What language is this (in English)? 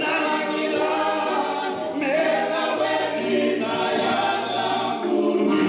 Fijian